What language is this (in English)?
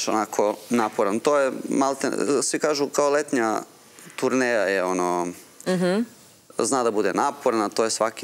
Serbian